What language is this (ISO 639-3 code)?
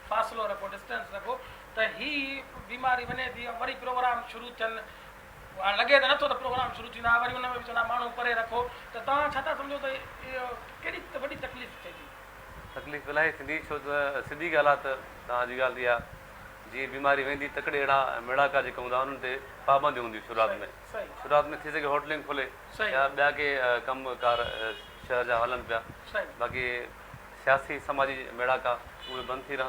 snd